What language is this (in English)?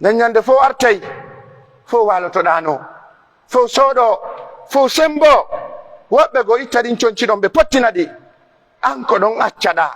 Pular